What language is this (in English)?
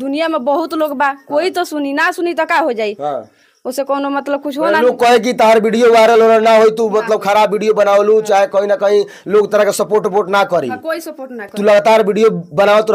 Bhojpuri